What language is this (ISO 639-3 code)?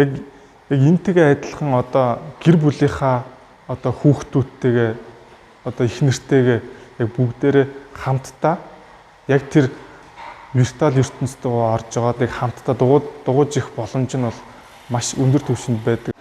mon